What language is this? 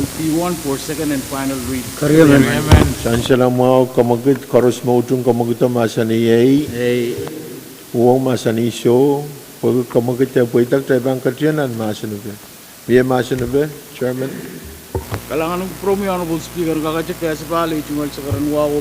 Pohnpeian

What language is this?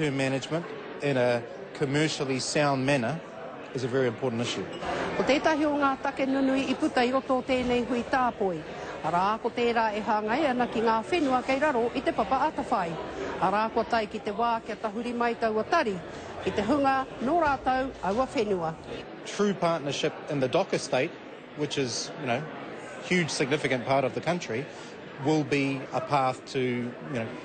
Māori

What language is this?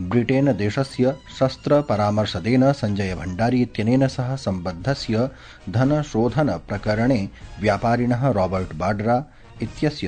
Sanskrit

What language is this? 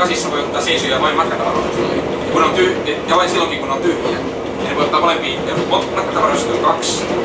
Finnish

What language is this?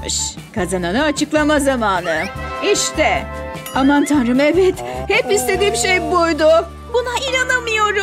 Turkish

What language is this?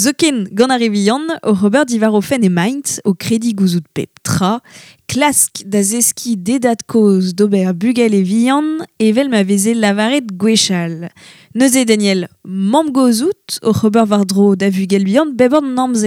Breton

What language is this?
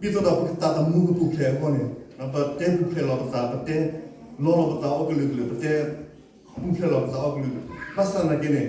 S'gaw Karen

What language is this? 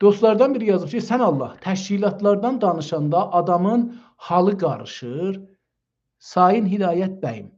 South Azerbaijani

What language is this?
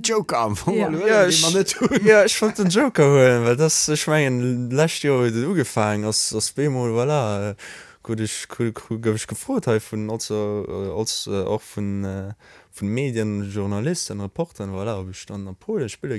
Luxembourgish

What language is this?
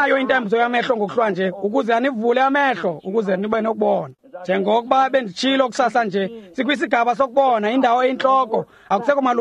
Xhosa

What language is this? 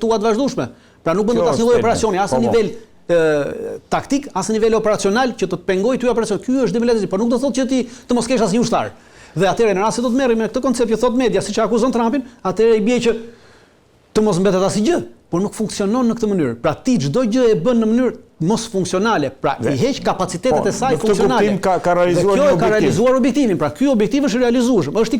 Albanian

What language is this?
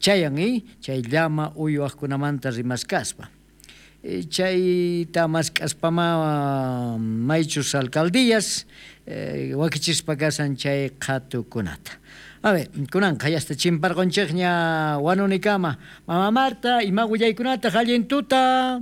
South Bolivian Quechua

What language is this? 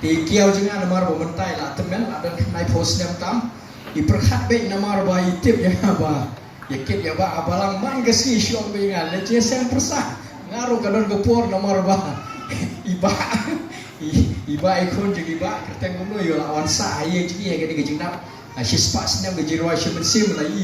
Khasi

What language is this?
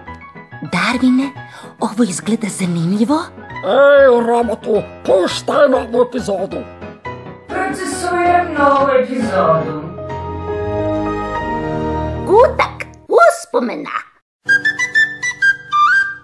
Serbian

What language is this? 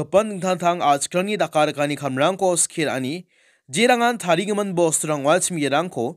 Garo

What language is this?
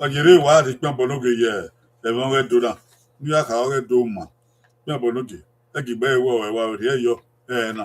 Bini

